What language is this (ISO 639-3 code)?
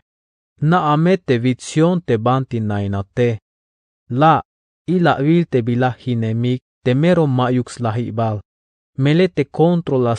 tzh